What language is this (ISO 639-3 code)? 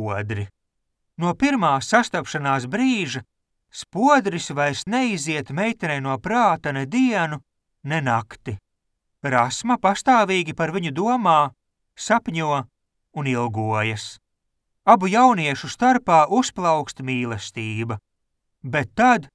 lav